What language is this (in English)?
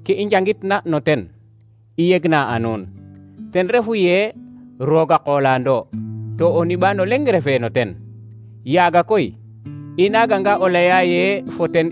Serer